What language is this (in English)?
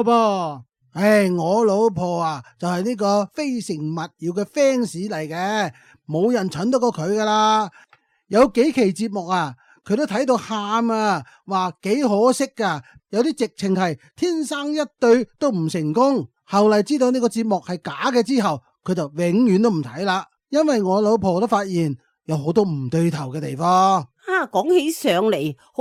Cantonese